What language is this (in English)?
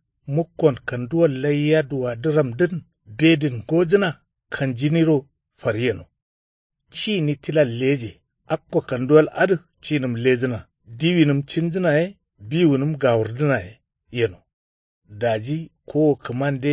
Kanuri